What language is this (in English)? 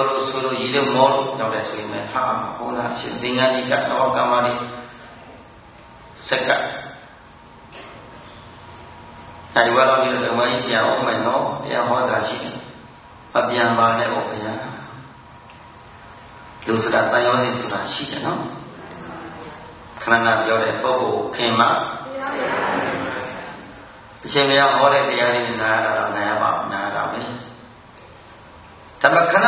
Burmese